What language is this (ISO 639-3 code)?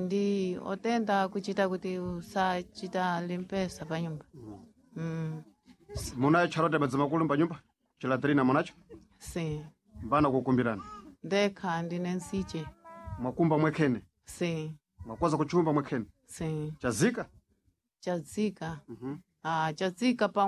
seh